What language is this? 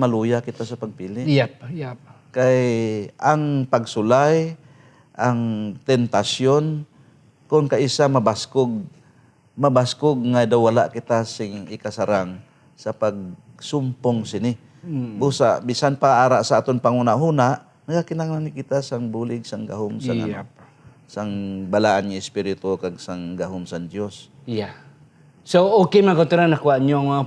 Hiligaynon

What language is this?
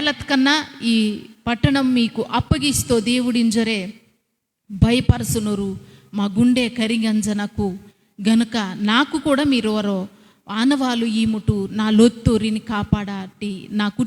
Koya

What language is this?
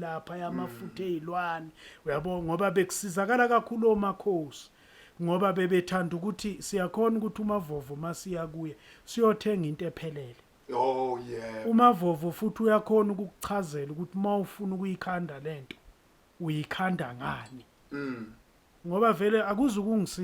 Zulu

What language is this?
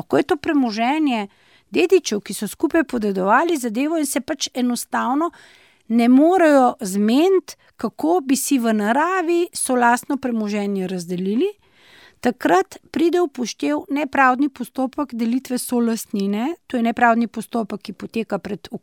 Slovenian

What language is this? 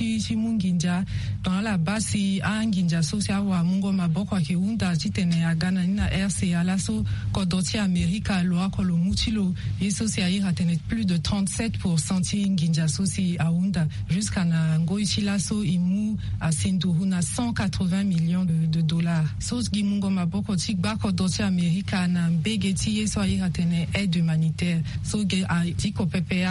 Sango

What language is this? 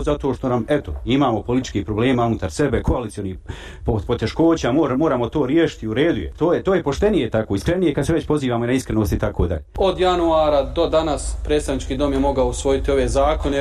Bosnian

